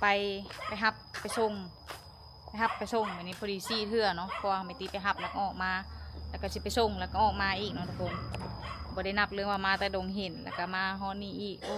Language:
Lao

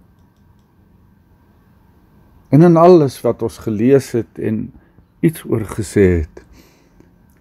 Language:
Afrikaans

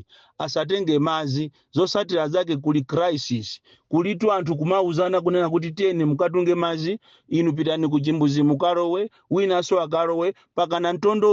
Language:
Nyanja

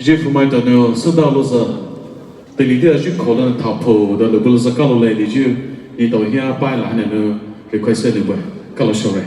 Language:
Poumei Naga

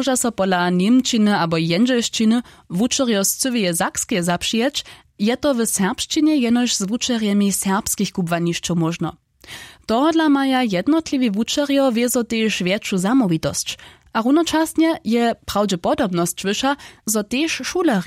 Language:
Upper Sorbian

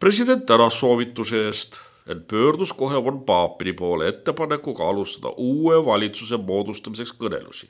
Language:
Estonian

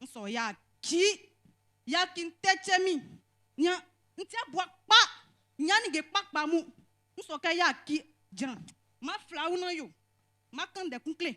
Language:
Baoulé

